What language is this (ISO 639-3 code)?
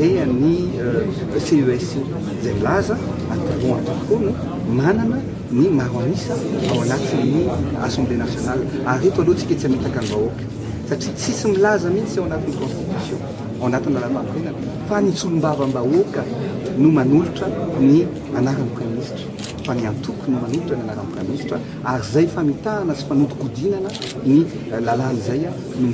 mlg